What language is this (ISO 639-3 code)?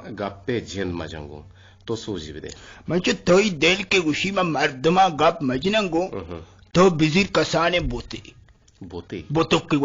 bgp